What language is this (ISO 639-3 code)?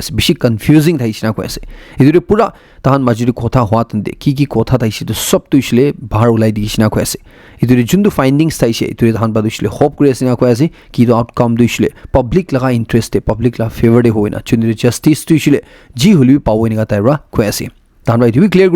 nag